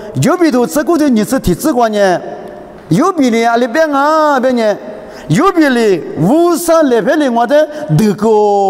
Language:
Lisu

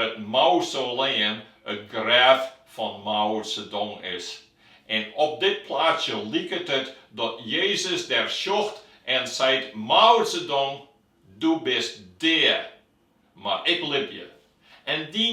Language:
Western Frisian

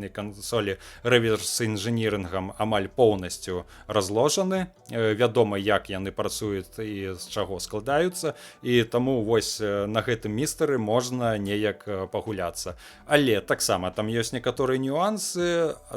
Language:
Belarusian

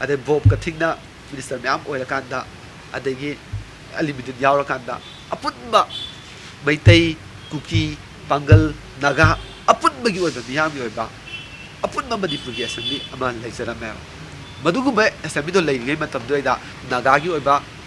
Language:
Manipuri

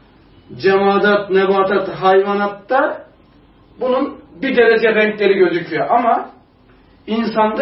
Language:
Turkish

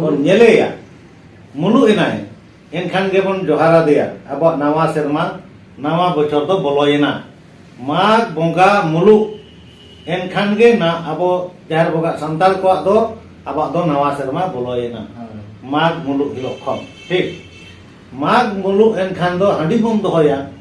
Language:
Santali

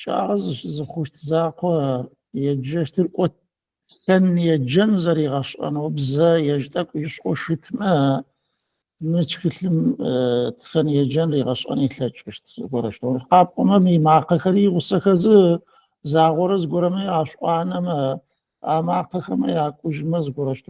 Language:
Adyghe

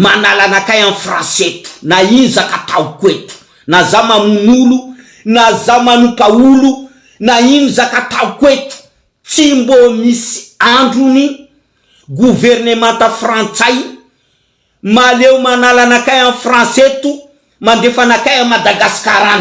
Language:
Malagasy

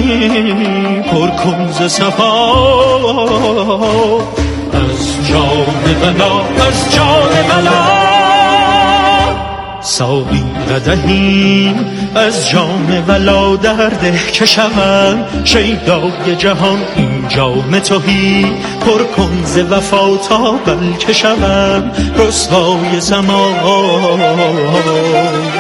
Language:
Persian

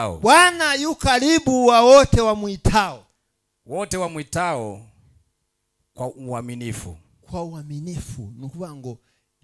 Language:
Kinyarwanda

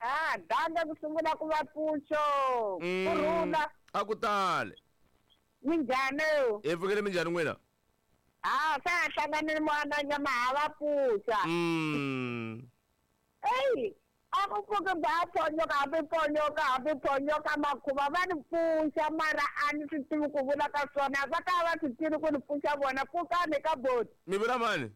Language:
Tsonga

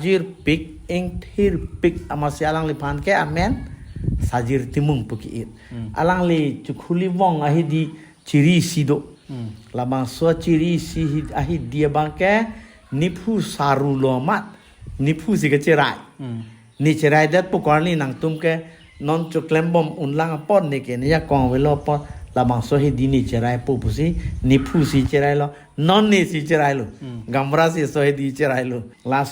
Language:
Karbi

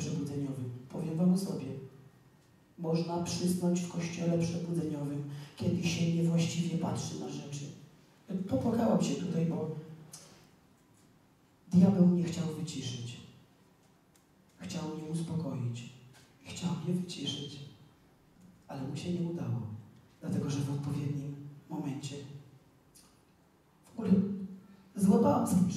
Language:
Polish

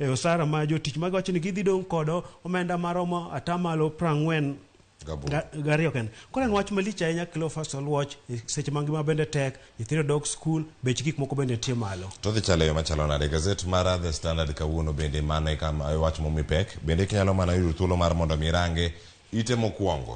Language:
Luo (Kenya and Tanzania)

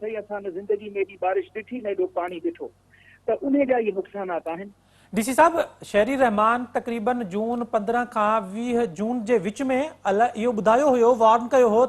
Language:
Sindhi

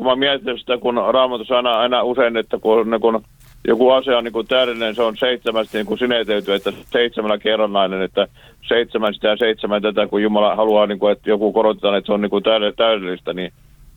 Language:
Finnish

